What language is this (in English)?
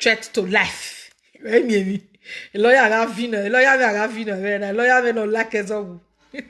Nigerian Pidgin